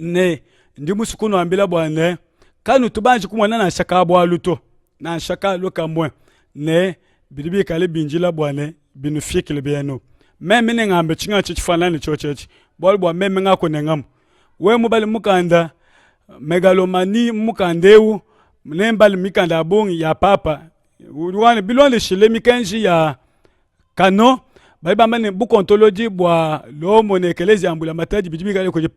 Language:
Luba-Lulua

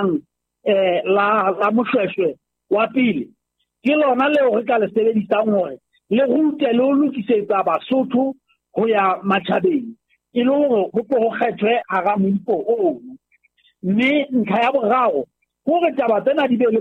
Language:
Southern Sotho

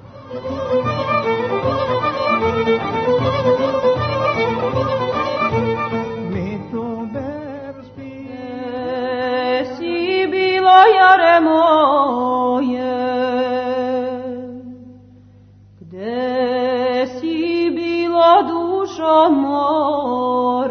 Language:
Serbian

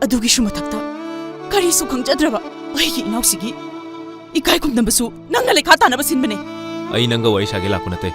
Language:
Manipuri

